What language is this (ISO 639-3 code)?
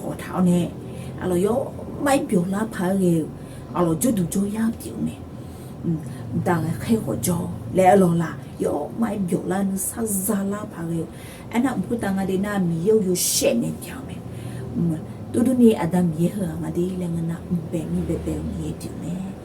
ahk